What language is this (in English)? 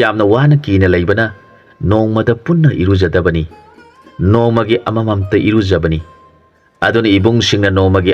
Manipuri